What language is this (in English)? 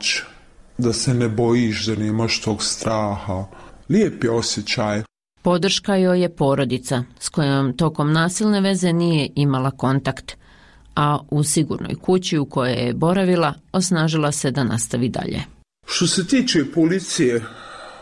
Bosnian